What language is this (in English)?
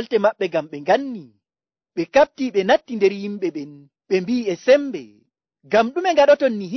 Nigerian Fulfulde